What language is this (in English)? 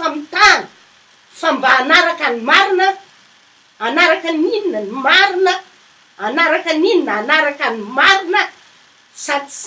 Malagasy